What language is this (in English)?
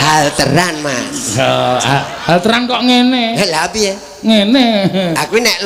Javanese